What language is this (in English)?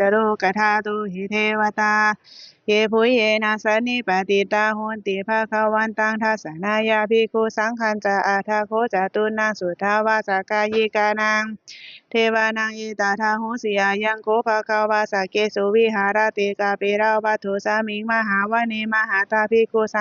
Pali